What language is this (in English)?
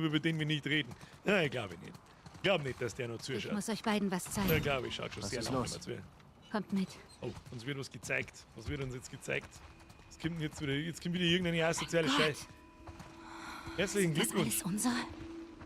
Bavarian